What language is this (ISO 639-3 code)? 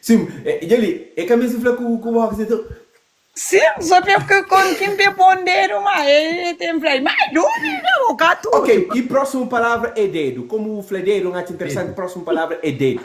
kea